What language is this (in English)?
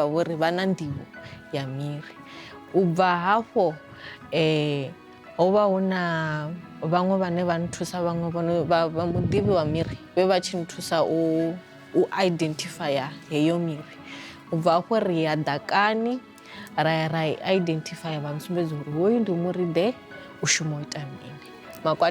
Venda